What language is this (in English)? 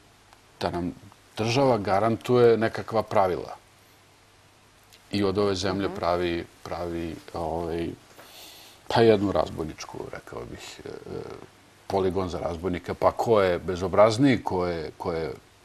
Serbian